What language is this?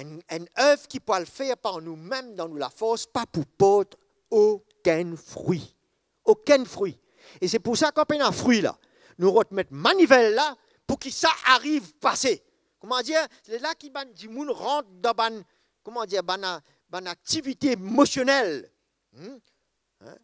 Morisyen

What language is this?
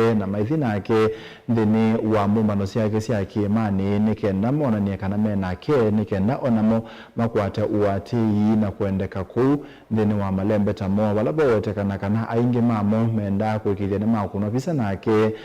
Kamba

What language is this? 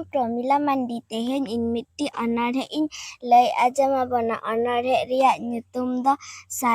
Santali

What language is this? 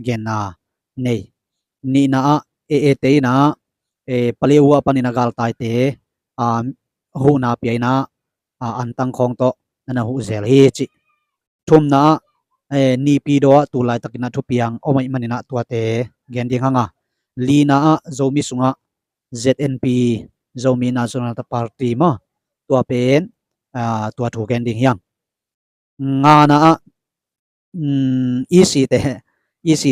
Tedim Chin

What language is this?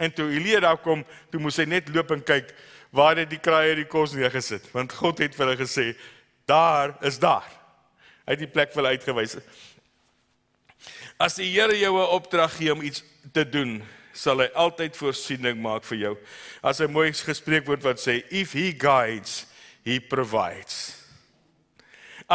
Afrikaans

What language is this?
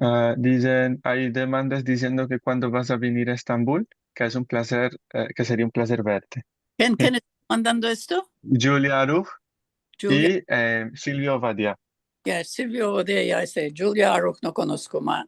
Ladino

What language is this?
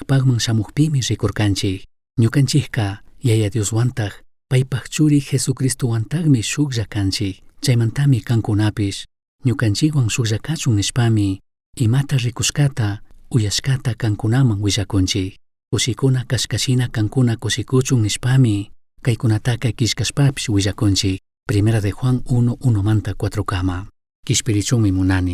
Chimborazo Highland Quichua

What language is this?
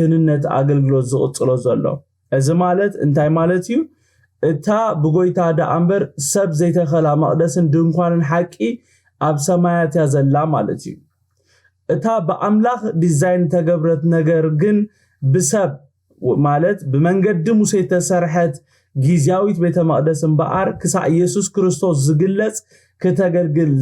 Tigrinya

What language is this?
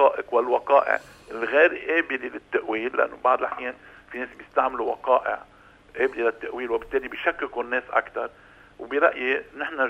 North Levantine Arabic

